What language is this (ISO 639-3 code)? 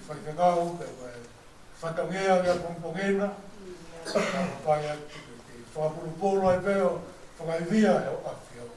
ton